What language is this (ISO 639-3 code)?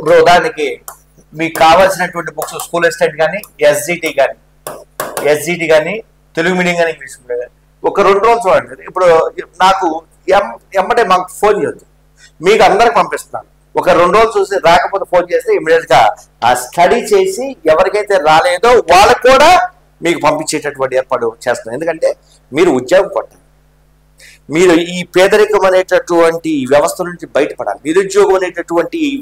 tel